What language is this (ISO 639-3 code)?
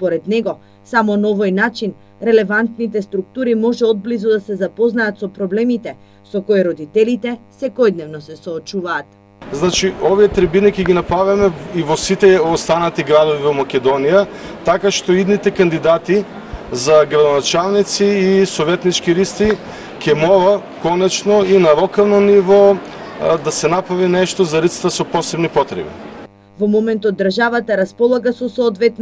mkd